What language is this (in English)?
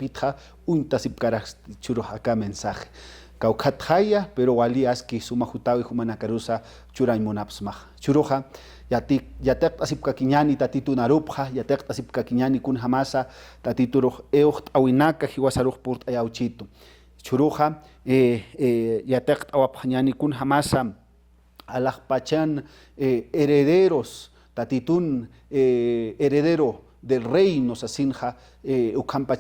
Aymara